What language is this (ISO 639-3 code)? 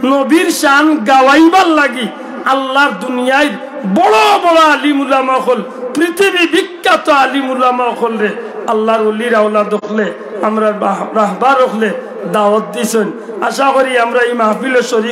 syl